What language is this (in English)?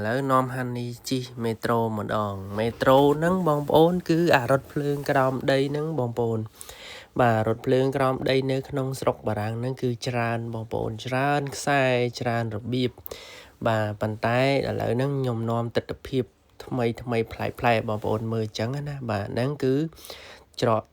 Khmer